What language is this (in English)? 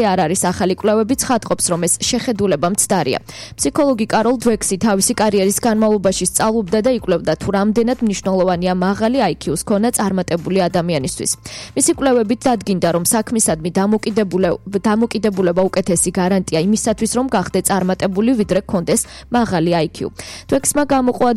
Georgian